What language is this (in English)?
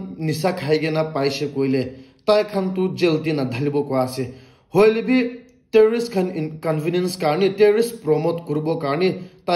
Naga Pidgin